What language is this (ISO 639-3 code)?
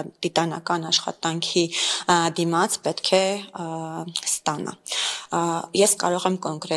hye